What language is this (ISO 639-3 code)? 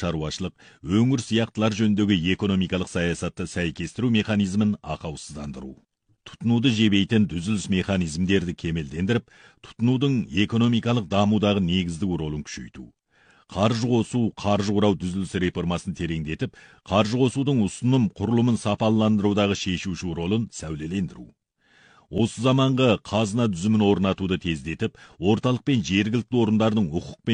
kaz